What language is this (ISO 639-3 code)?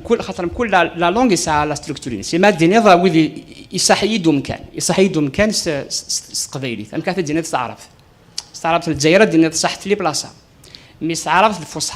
kab